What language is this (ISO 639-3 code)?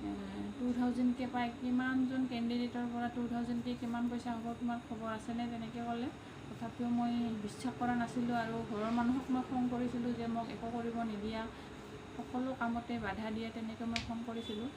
asm